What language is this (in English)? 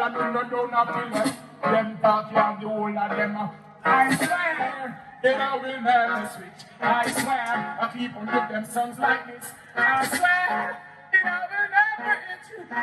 Jamaican Creole English